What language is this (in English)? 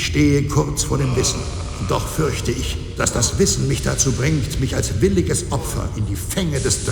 Bavarian